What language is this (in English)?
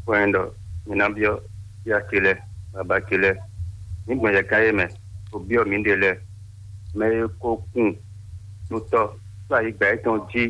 Fon